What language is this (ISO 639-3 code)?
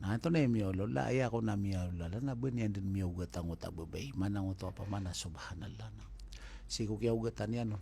mrw